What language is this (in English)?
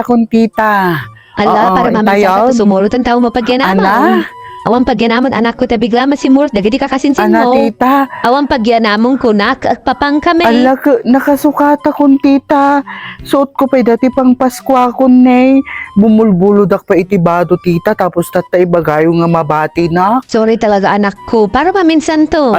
Iloko